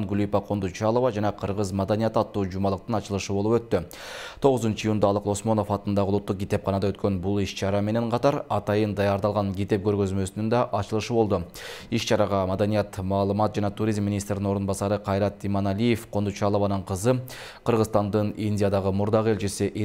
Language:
Kyrgyz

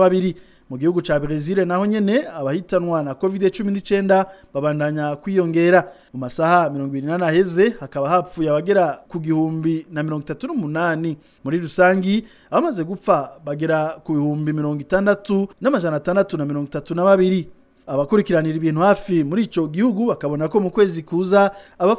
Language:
Rundi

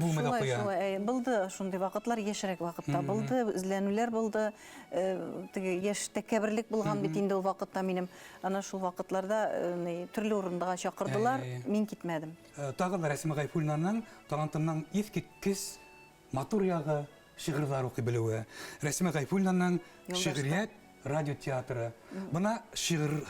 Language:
Bashkir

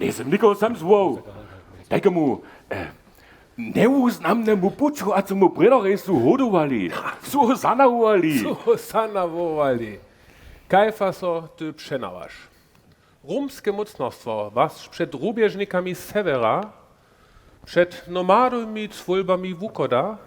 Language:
Upper Sorbian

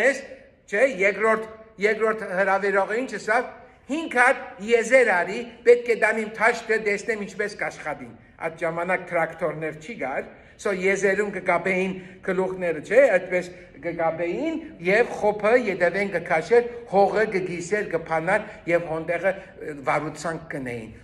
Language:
Western Armenian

